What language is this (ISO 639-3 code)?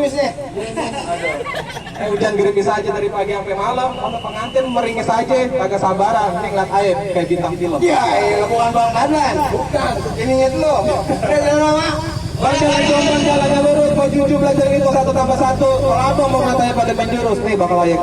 bew